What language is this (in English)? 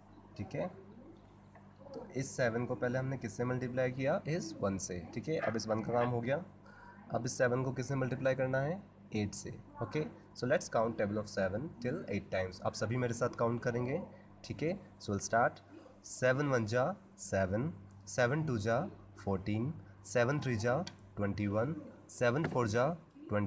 Hindi